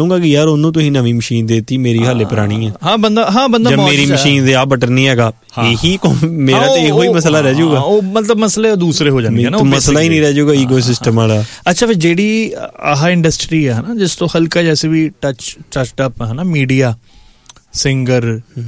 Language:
Punjabi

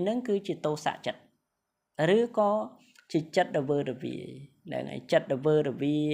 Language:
Khmer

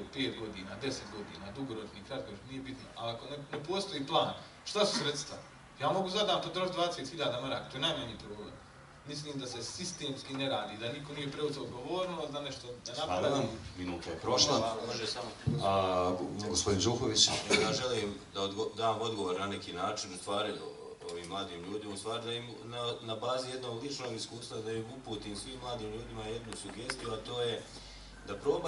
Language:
Bosnian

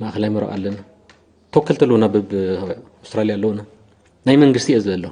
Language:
Tigrinya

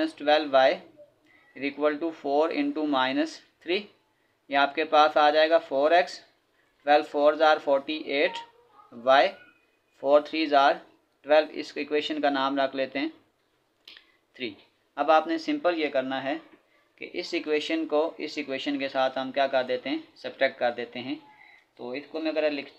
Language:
Hindi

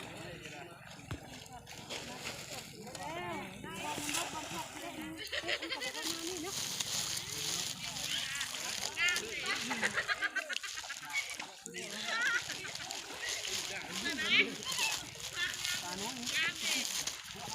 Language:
Northeastern Thai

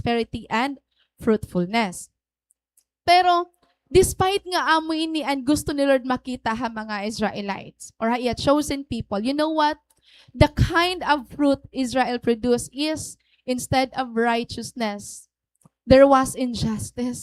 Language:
Waray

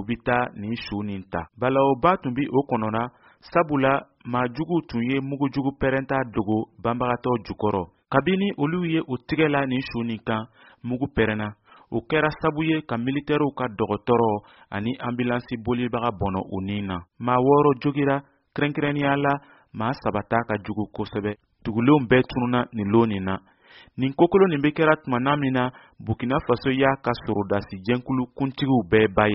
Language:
Bambara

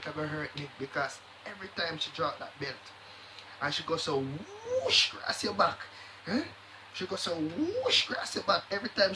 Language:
Jamaican Creole English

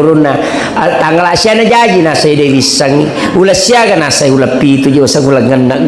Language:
Buginese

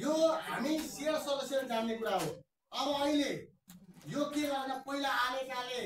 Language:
Nepali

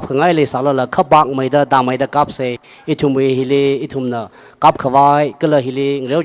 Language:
Tangkhul Naga (India)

